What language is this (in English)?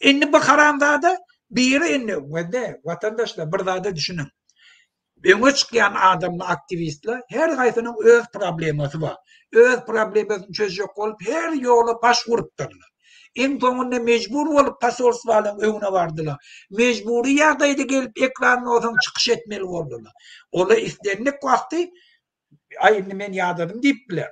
Turkmen